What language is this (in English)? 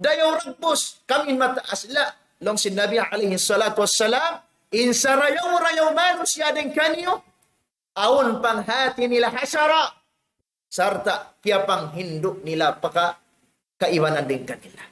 Tausug